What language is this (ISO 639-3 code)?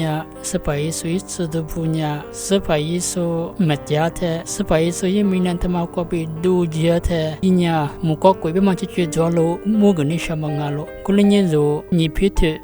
lis